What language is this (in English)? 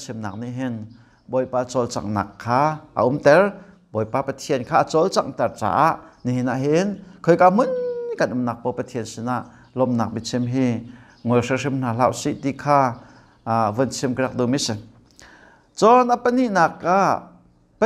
Hakha Chin